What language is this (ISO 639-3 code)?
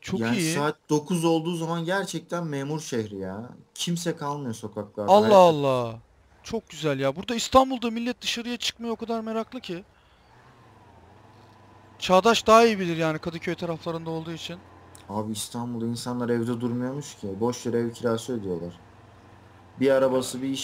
tur